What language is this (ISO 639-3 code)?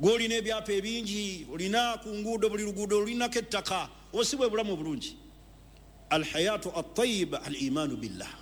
lug